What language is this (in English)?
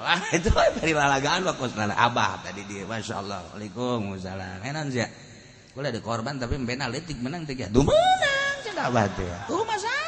Sundanese